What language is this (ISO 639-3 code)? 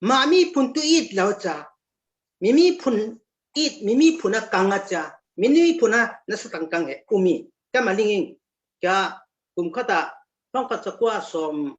cfm